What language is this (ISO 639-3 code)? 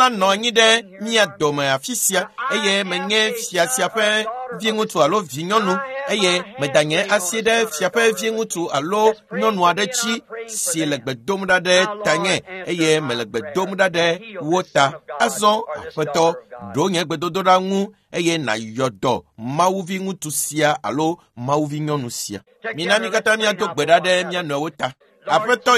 ewe